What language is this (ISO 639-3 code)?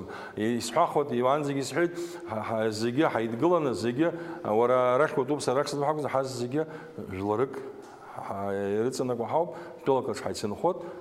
abk